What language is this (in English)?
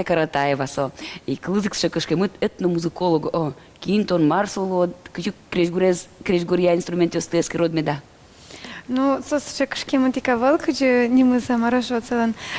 Udmurt